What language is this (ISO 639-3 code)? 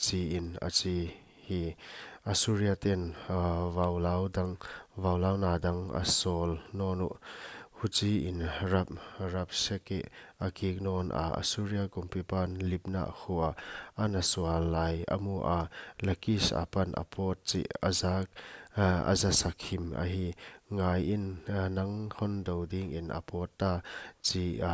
pck